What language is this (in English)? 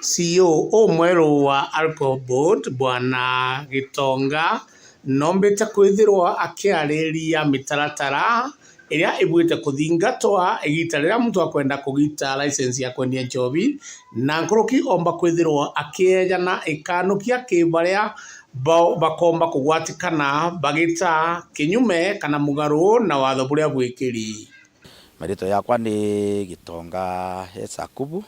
Meru